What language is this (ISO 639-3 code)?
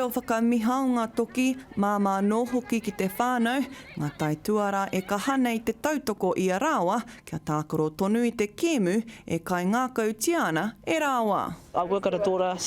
mri